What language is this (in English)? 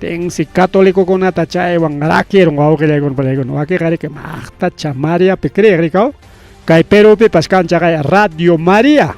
Ayacucho Quechua